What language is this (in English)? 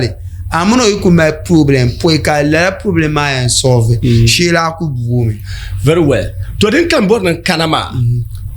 Dagbani